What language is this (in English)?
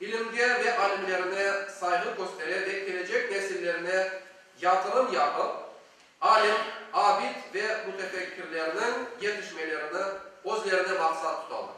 Crimean Tatar